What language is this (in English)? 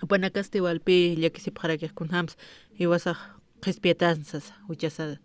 Aymara